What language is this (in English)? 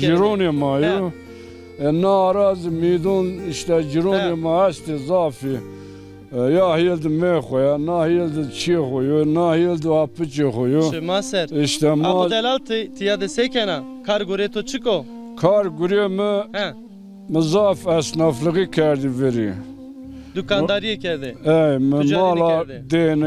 Zaza